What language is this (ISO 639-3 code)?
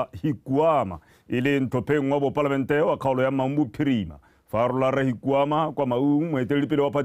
tsn